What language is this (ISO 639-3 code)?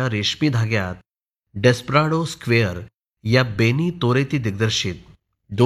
mar